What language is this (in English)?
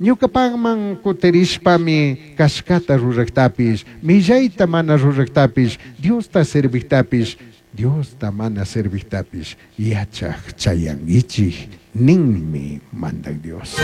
Chimborazo Highland Quichua